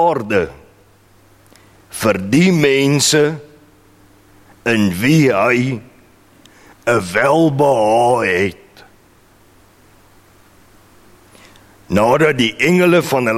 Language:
Afrikaans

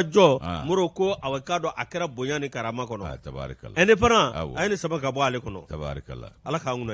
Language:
Bambara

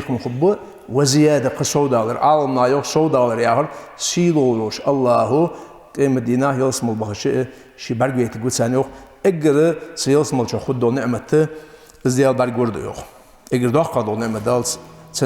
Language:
Ingush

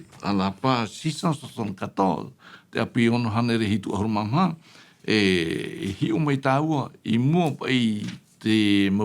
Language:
Tahitian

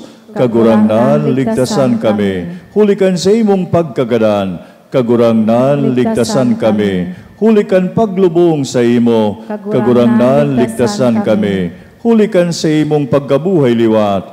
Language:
Bikol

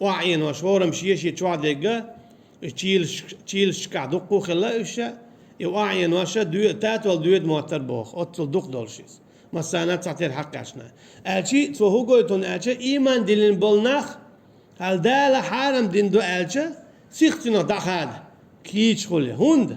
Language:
Chechen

